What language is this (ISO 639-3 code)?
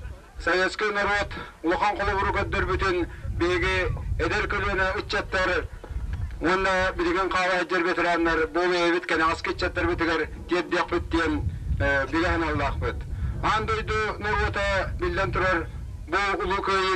sah